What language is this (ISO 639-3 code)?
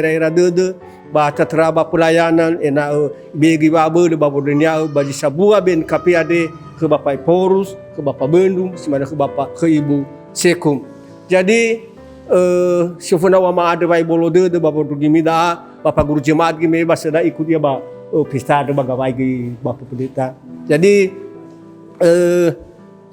nia